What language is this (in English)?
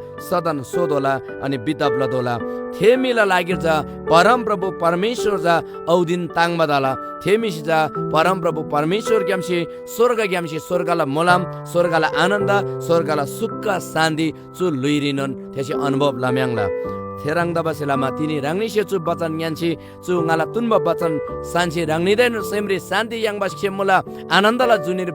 Eastern Tamang